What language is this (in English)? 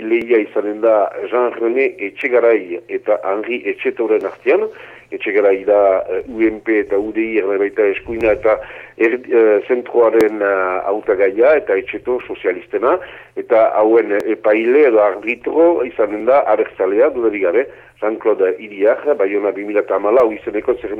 Basque